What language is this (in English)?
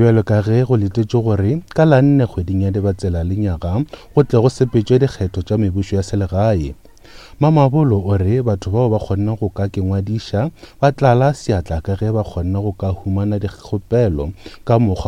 Northern Sotho